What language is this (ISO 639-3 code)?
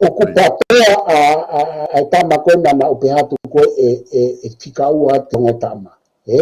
ton